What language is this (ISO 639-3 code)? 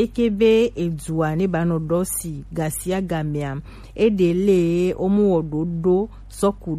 gej